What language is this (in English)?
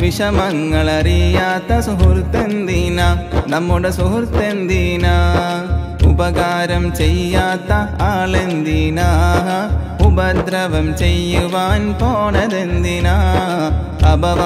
Malayalam